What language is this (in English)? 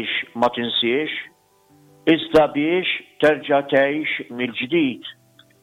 Maltese